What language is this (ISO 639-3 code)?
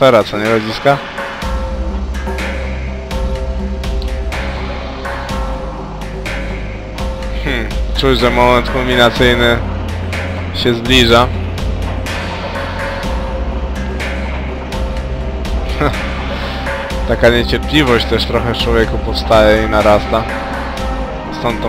pol